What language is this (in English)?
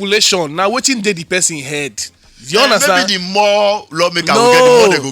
Nigerian Pidgin